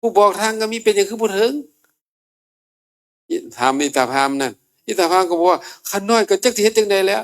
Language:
Northeastern Thai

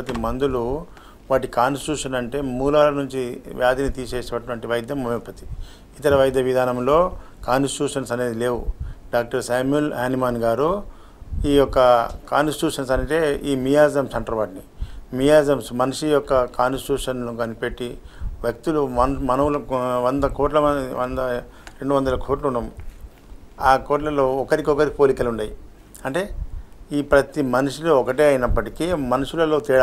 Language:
Telugu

